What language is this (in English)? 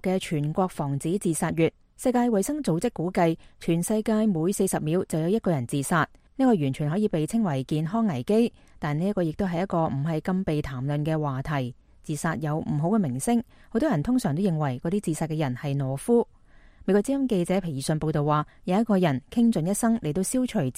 Cantonese